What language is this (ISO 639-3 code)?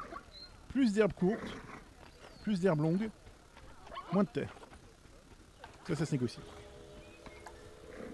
fra